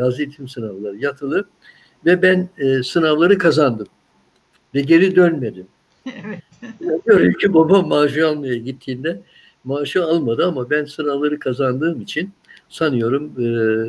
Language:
Turkish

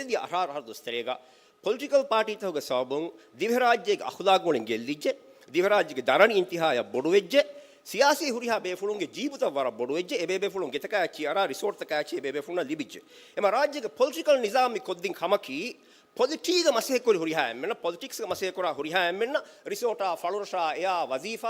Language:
Divehi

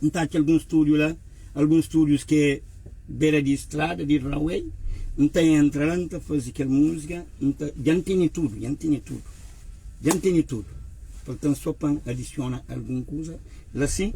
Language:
Kabuverdianu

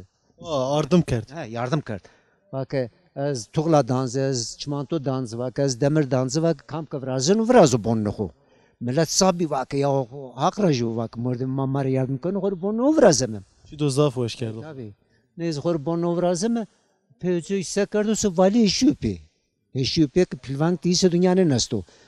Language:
Zaza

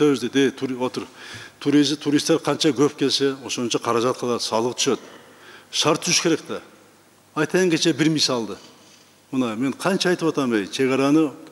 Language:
Kyrgyz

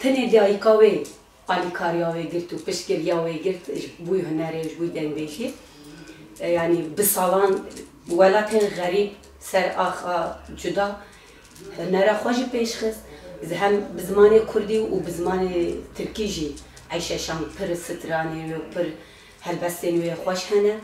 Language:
Kurdish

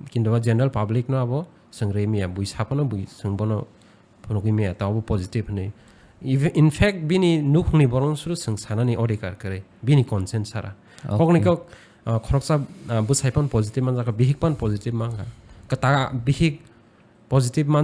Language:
Kok Borok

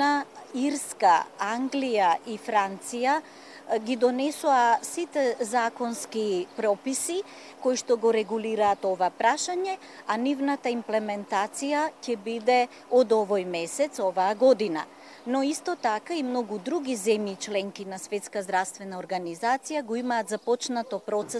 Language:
Macedonian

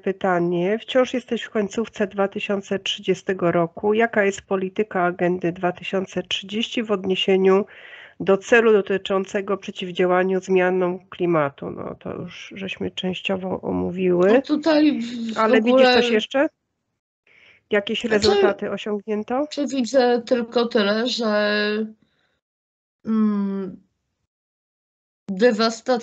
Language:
Polish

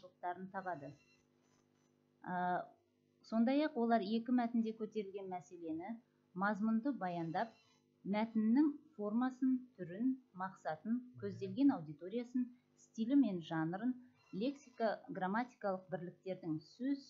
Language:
Kazakh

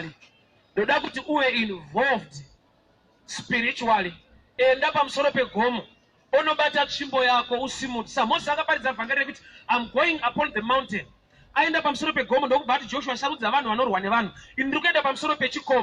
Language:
Shona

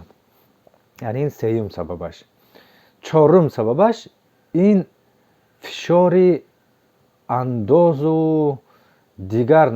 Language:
Tajik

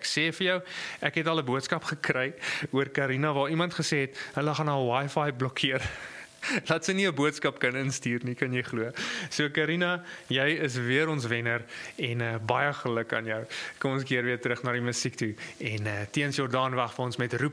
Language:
Afrikaans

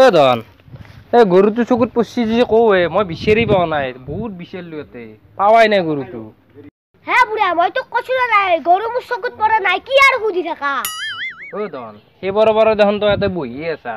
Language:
Assamese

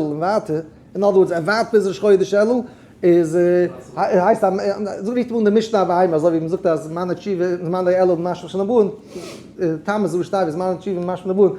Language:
Yiddish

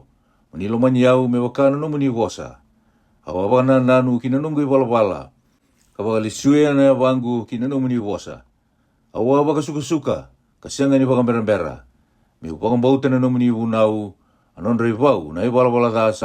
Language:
Fijian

